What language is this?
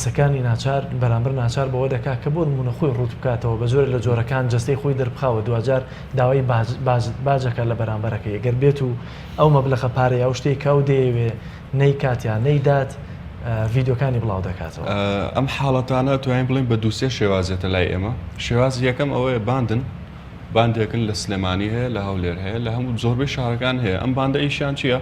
Central Kurdish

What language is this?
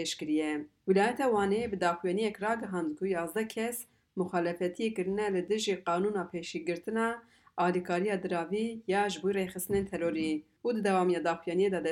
Kurdish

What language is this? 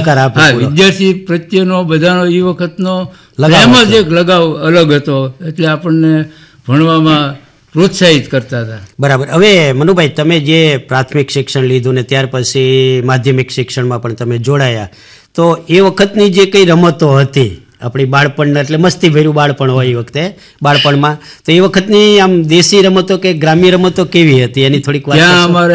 Gujarati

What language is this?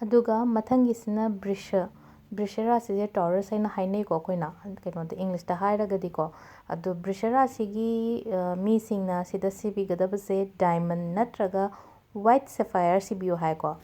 Manipuri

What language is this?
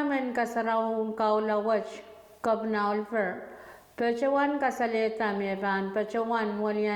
Pohnpeian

